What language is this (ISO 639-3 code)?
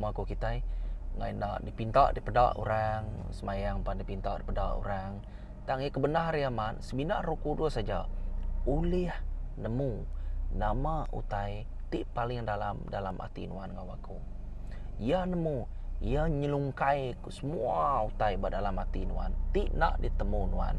iba